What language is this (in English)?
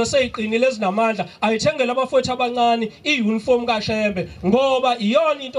Zulu